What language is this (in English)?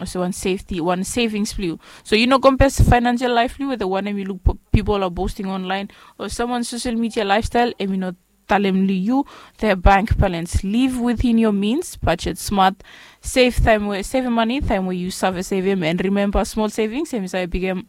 Bislama